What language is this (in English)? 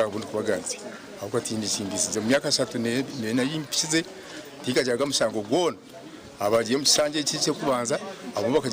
Nyankole